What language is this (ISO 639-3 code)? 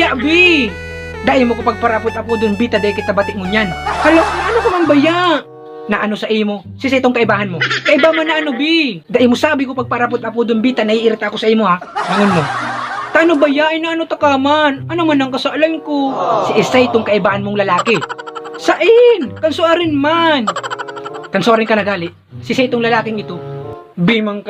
bik